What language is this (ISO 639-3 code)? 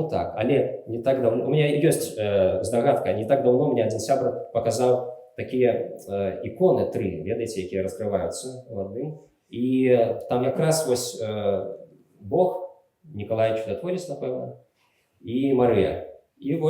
bel